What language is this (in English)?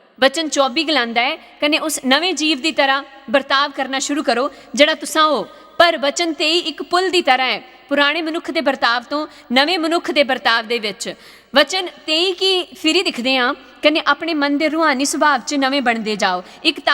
Dogri